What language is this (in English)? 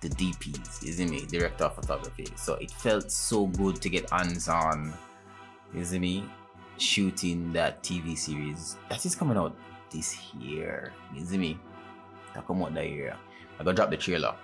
Jamaican Creole English